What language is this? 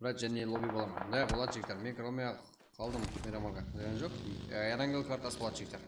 Kara-Kalpak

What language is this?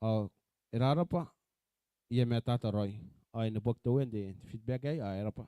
Gilbertese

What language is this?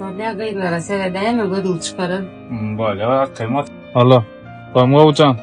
Turkmen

